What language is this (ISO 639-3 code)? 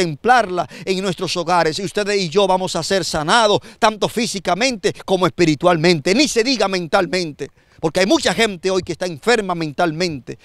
spa